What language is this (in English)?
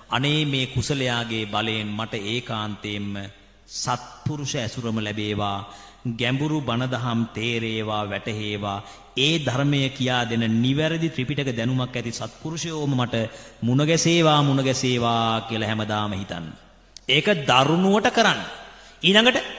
Sinhala